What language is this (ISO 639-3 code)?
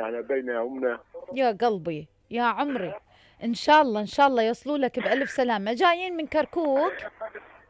acm